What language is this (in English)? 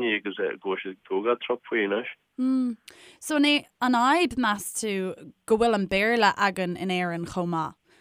Irish